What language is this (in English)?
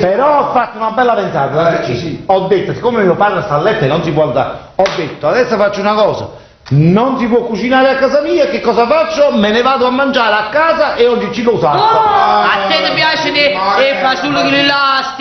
Neapolitan